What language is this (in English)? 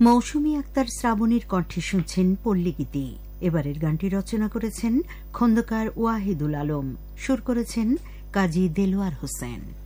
Bangla